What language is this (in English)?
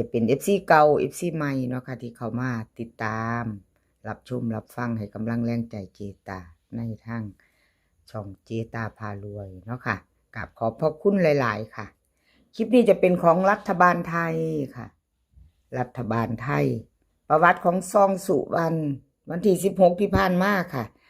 Northeastern Thai